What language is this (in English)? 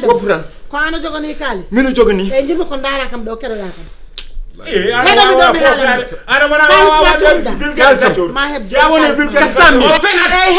Fula